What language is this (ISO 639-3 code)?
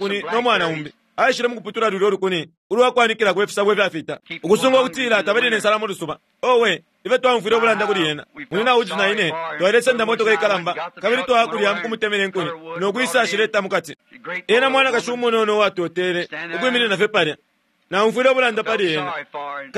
bem